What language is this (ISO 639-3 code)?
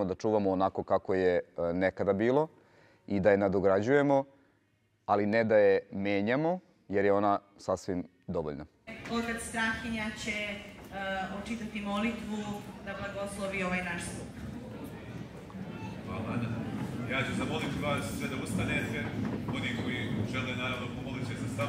srp